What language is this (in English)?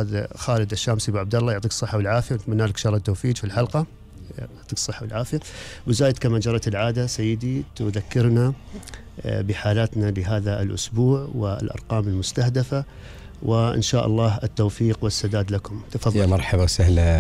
Gulf Arabic